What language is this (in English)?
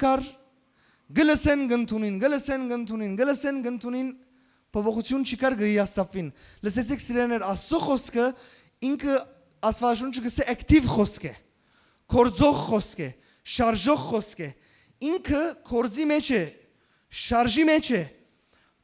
Western Armenian